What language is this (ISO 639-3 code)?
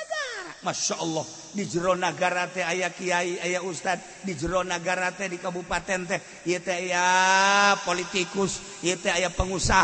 sun